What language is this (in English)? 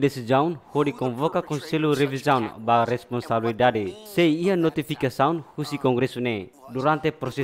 Tetum